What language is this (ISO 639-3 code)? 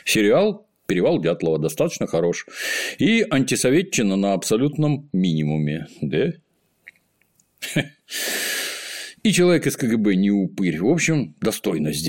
rus